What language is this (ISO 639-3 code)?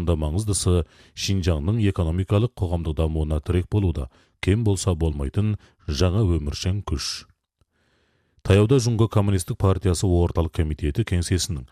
kaz